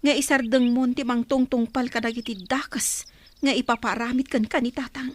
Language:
Iloko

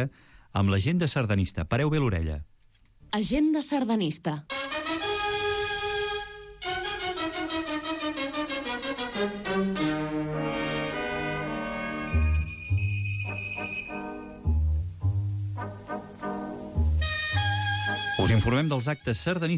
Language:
Catalan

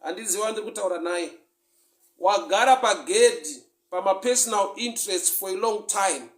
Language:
Shona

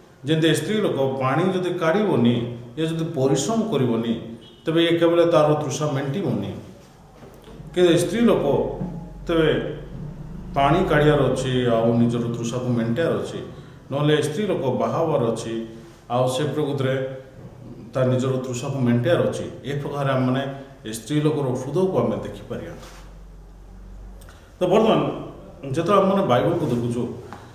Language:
Odia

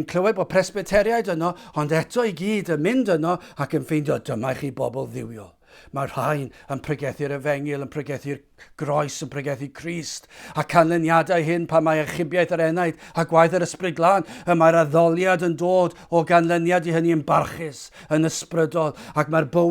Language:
Welsh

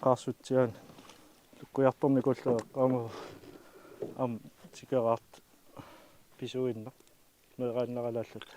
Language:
Kalaallisut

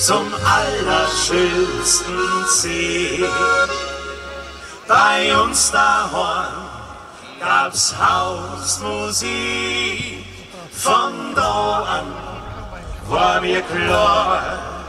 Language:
German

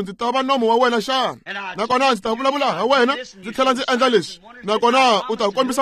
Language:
Tsonga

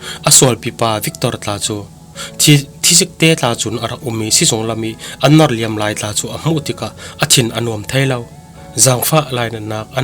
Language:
Falam Chin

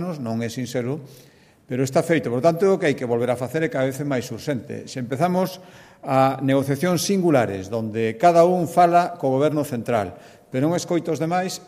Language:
Galician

